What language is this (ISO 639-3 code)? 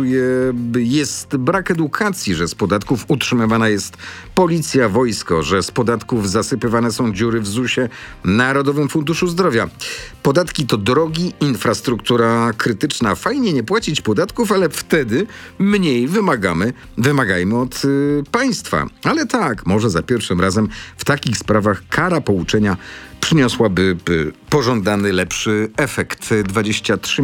pol